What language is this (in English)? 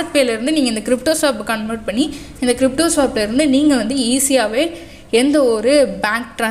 Tamil